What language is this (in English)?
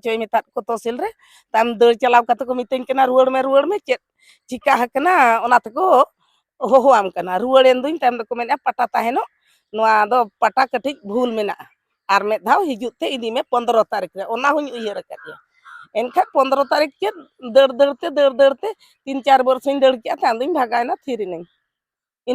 Santali